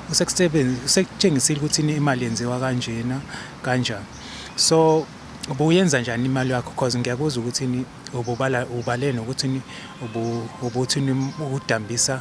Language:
Zulu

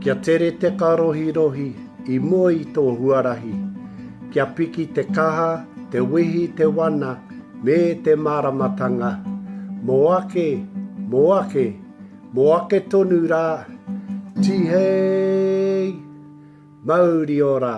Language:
Māori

